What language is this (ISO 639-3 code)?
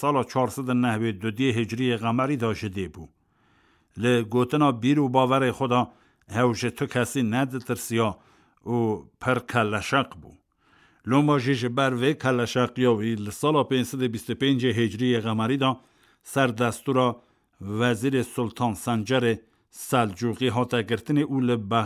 kur